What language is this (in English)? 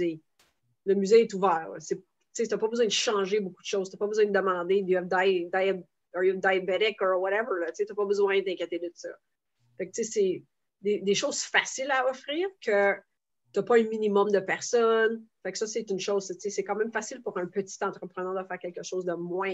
French